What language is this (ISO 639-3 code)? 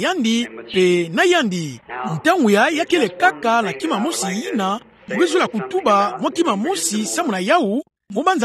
ktu